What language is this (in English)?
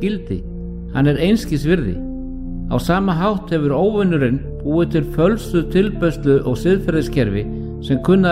Icelandic